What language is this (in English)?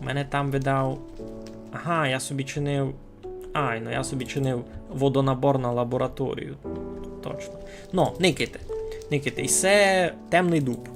Rusyn